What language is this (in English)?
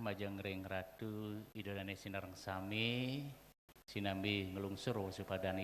Balinese